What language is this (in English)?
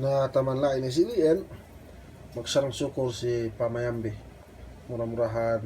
Yakan